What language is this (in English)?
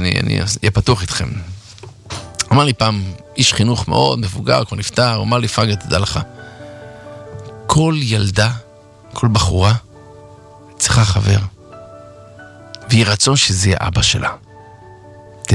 Hebrew